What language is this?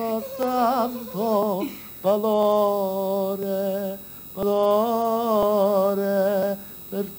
Sicilian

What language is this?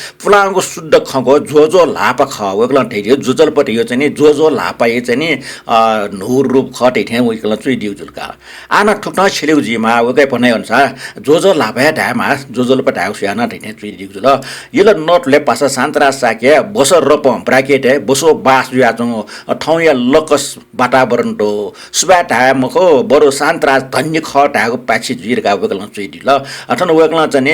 Newari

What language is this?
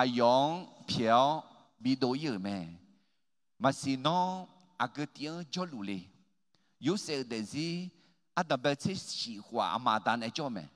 Akha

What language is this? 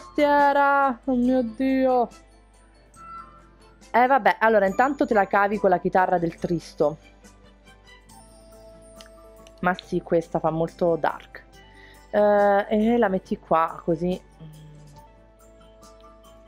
Italian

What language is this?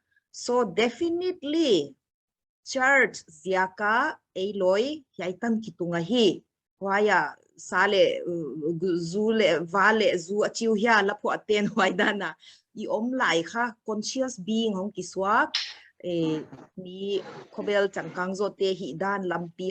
Paite Chin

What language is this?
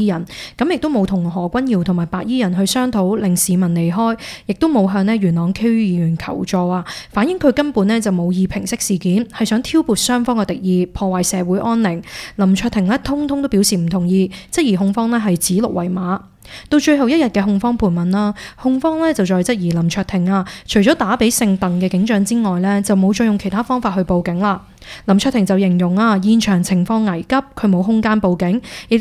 Cantonese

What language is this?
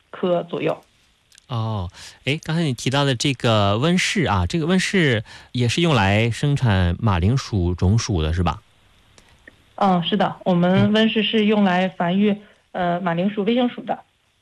Chinese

